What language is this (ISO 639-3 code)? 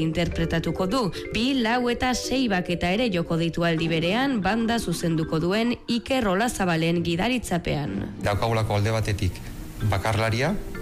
eus